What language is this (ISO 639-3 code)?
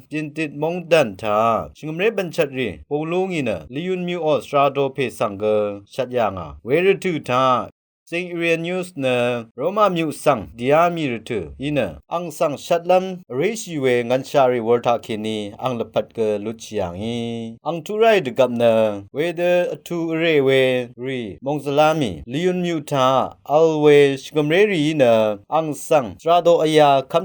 raw